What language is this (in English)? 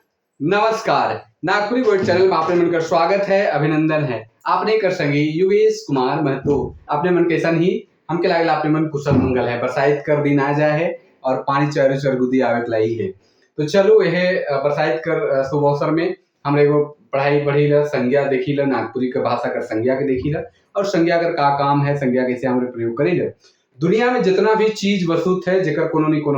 Sadri